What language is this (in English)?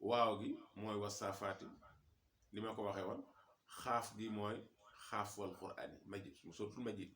Wolof